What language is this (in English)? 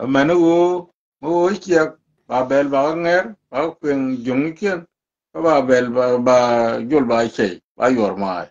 Nuer